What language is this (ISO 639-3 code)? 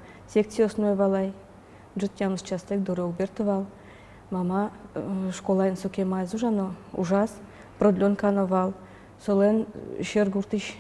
udm